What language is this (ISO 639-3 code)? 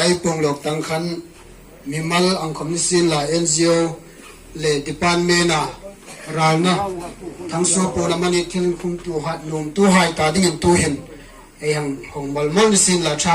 hmr